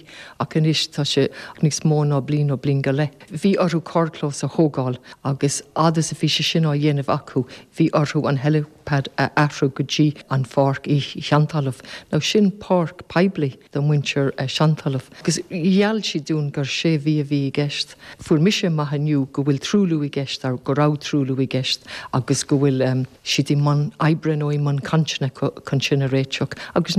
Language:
Irish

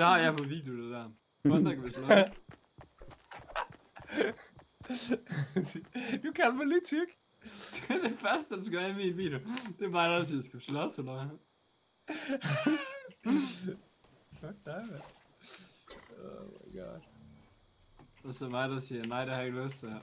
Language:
Danish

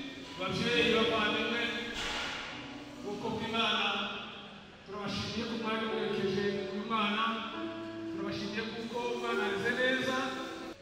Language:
Kinyarwanda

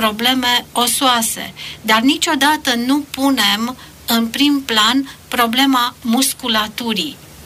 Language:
Romanian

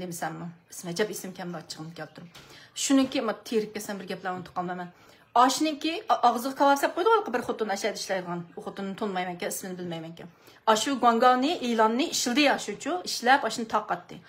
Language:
Uyghur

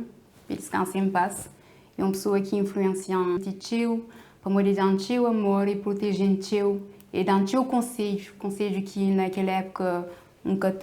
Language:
Kabuverdianu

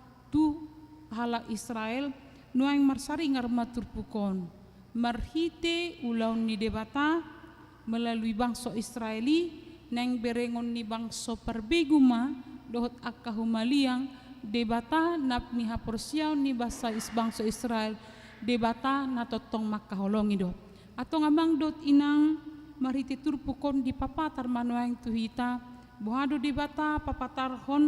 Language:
Batak Toba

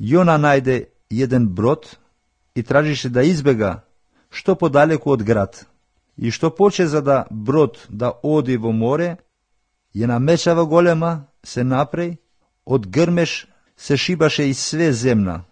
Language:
Macedonian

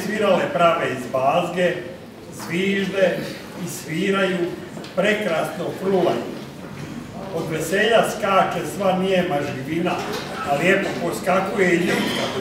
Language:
Croatian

